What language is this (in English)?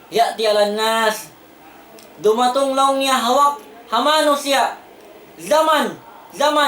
Tausug